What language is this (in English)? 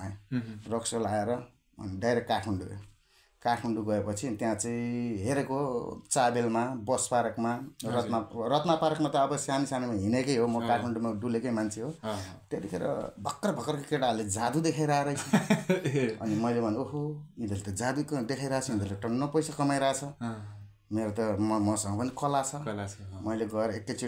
Nepali